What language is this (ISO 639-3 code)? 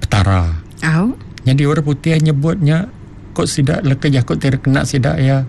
iba